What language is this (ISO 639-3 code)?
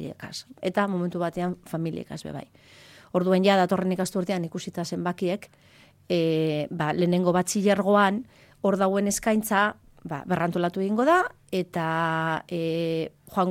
eus